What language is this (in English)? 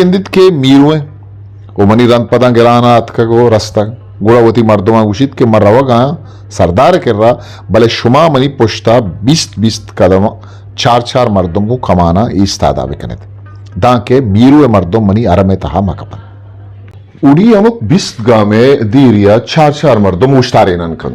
Eastern Balochi